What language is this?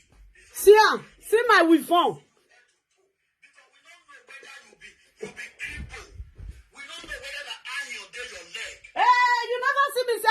Nigerian Pidgin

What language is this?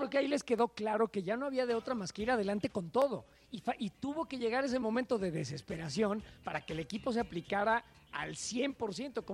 Spanish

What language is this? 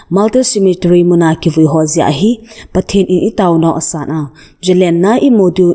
Thado Chin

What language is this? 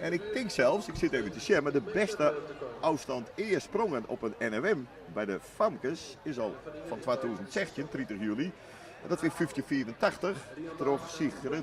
Western Frisian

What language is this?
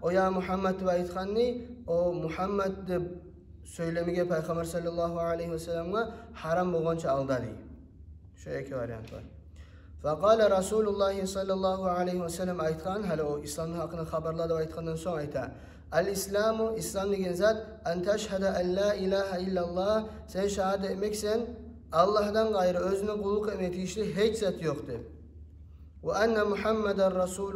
Kumyk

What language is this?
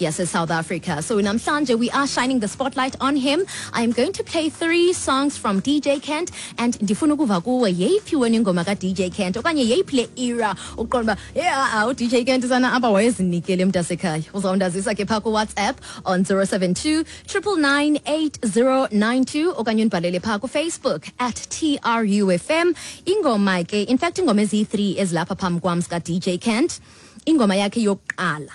Xhosa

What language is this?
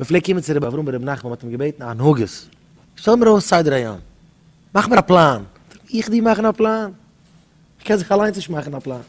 Yiddish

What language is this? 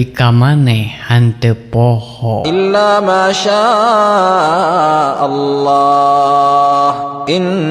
Sundanese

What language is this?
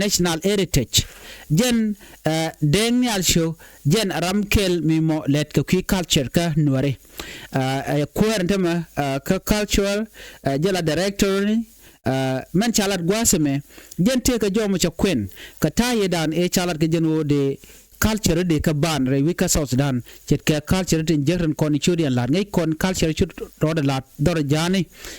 Nuer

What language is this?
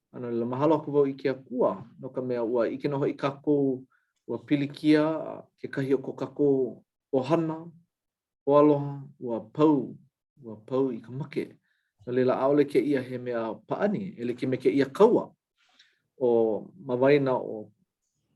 Hawaiian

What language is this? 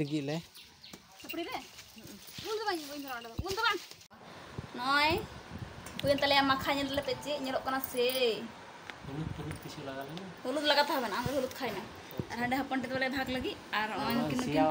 Santali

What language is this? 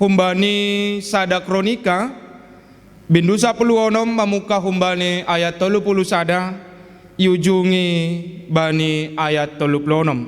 Batak Simalungun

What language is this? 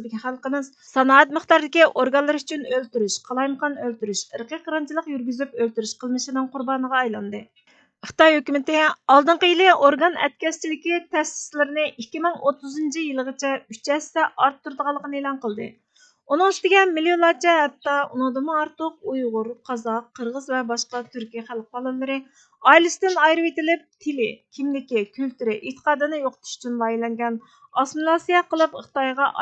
Uyghur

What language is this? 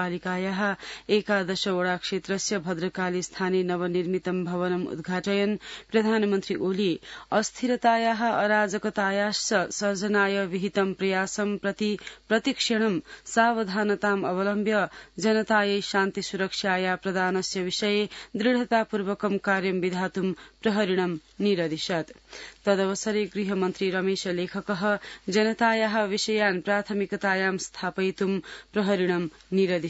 Sanskrit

